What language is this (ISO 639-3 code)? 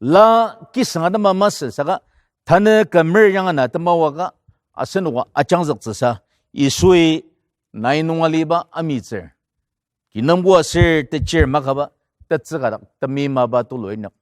njo